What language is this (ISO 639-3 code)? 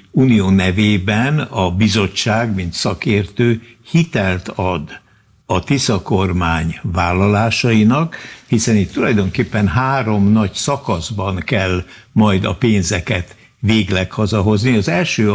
hun